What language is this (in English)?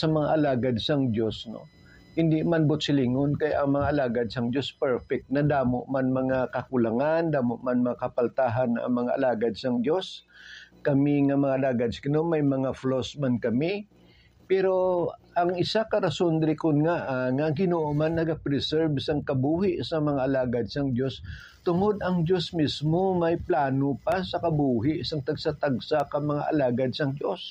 Hiligaynon